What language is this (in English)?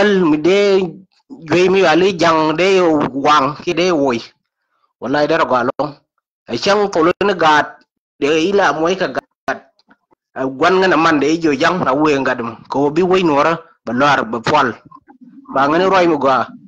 Nuer